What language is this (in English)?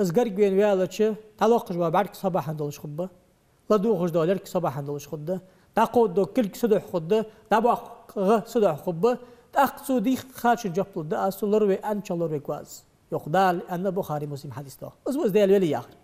Ingush